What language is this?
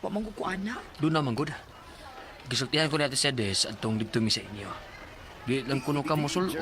Cebuano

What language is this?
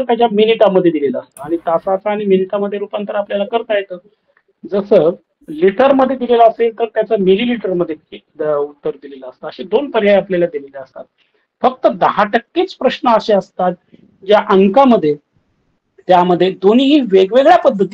Marathi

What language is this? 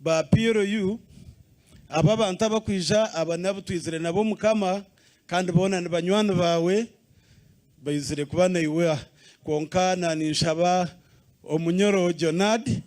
Nyankole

